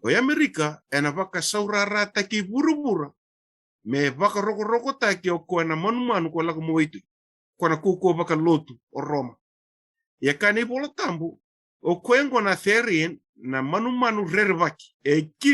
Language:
Fijian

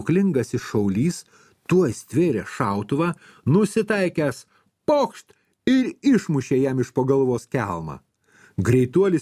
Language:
Lithuanian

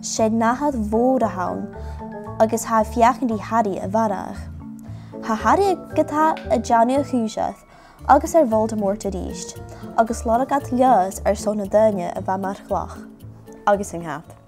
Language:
Scottish Gaelic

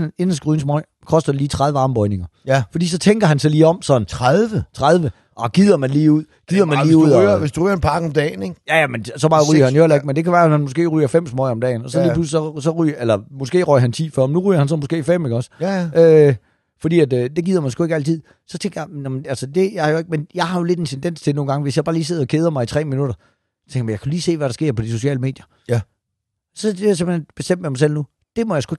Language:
Danish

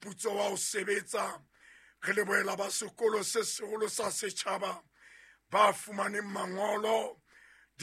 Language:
Southern Sotho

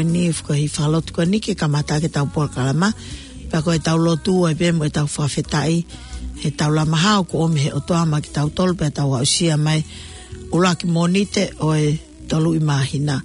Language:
Tongan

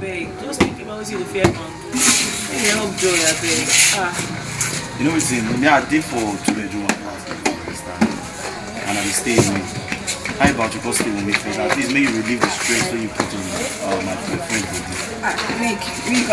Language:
Nigerian Pidgin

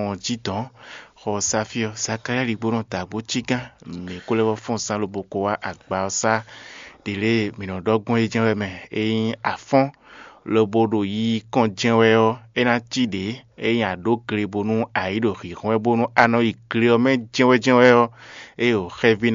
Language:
Fon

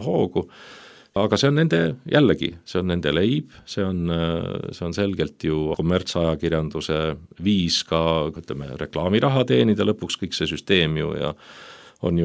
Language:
Estonian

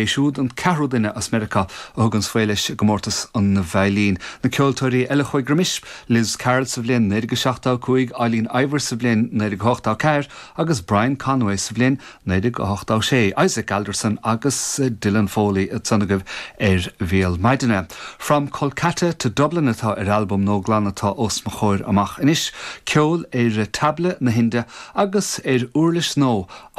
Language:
Irish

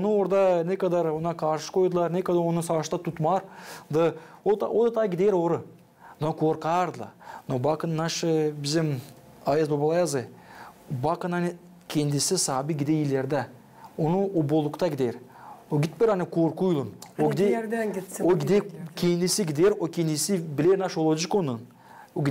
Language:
Gagauz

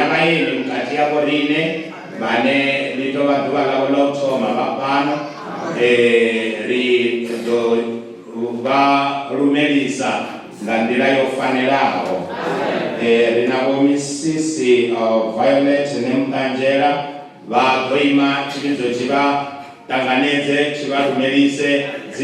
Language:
Venda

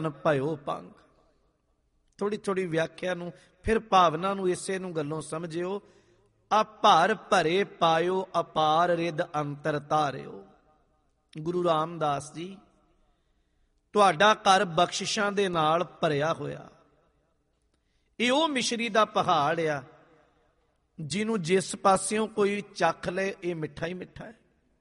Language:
Punjabi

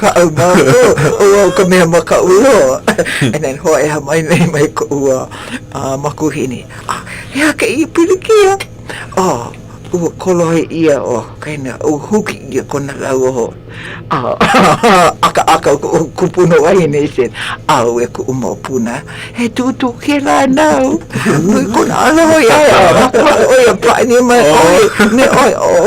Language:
Hawaiian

